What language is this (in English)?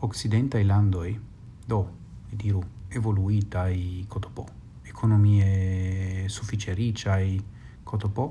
Esperanto